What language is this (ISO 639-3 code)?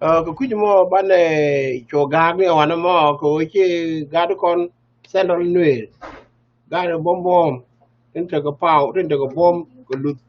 nus